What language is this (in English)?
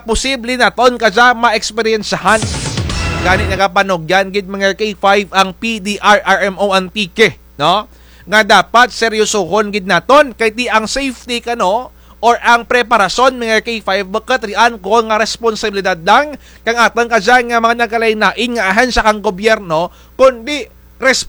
Kinaray-a